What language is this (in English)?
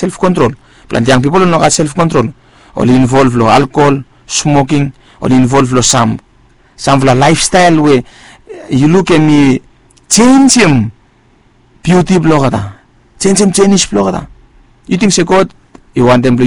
Bislama